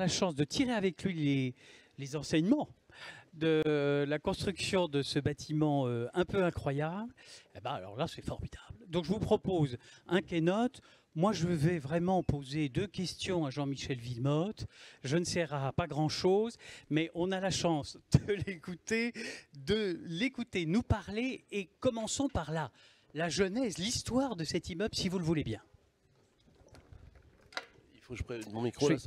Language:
French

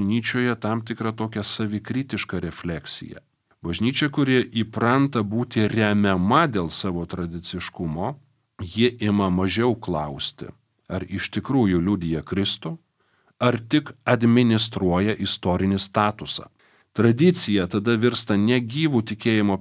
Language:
Lithuanian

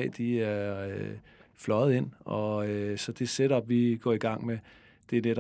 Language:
Danish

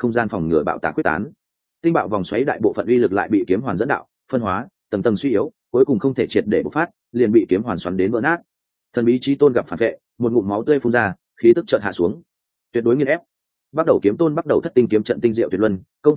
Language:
Vietnamese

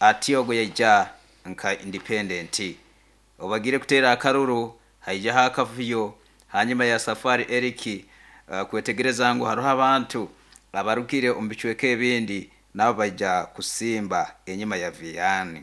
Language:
Nyoro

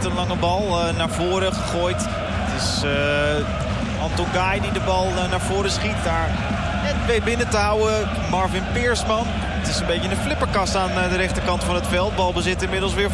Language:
Dutch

